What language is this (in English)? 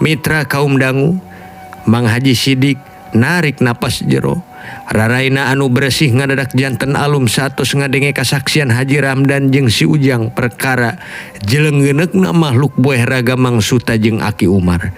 Sundanese